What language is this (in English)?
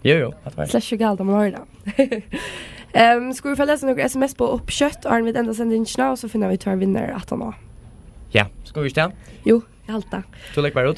Faroese